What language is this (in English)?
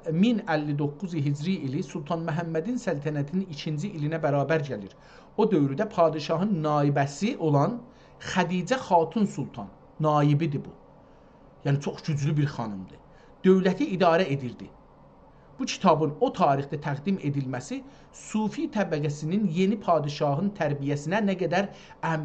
South Azerbaijani